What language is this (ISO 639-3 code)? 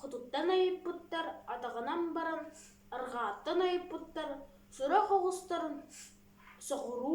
sah